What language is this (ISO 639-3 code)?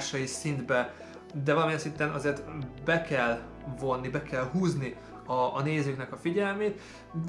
hun